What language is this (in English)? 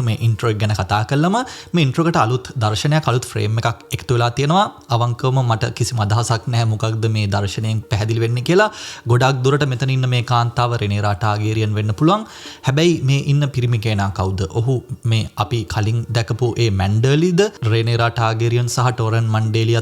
Sinhala